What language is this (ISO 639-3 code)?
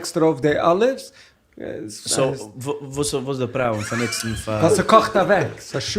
yid